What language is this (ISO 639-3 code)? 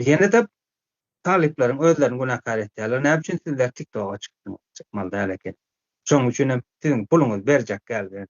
tuk